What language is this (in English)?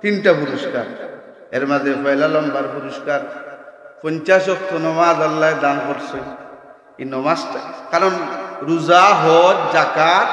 Sylheti